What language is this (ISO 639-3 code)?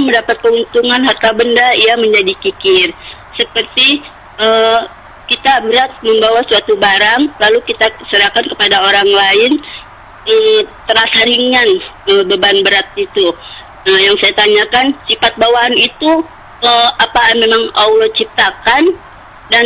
ind